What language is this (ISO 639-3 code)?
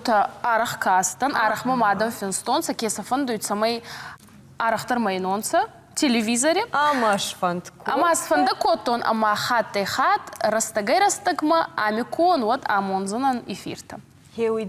oss